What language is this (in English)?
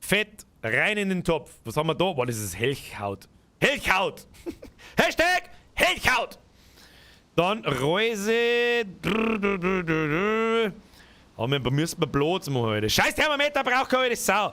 Bavarian